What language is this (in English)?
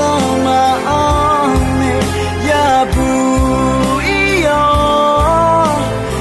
Akha